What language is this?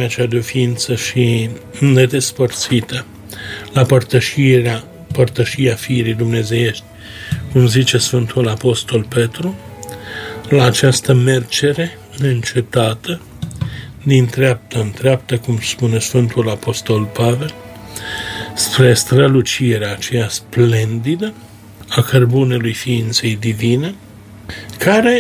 Romanian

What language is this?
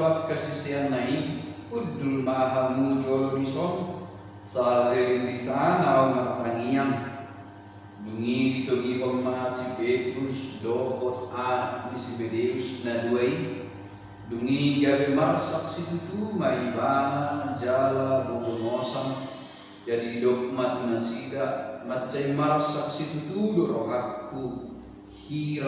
Batak Toba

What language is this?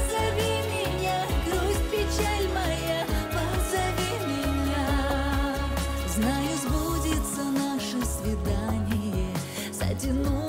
Russian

